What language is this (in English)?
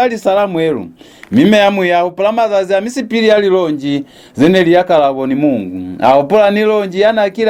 Lozi